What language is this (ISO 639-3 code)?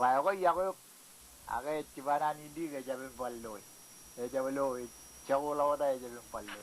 mah